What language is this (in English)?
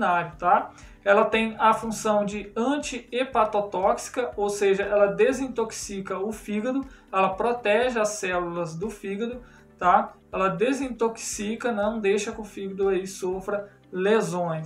Portuguese